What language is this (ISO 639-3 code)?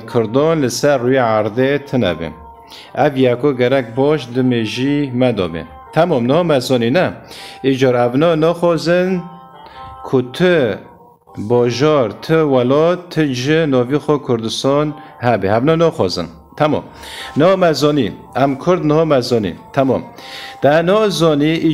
kur